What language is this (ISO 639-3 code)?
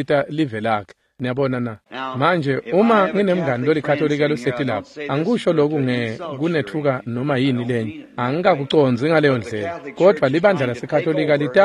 ssw